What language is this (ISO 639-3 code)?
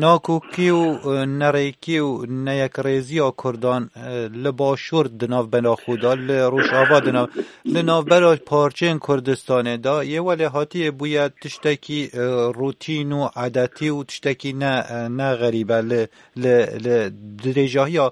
kur